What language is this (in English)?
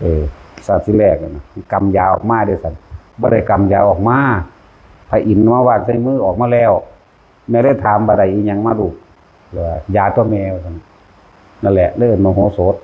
Northeastern Thai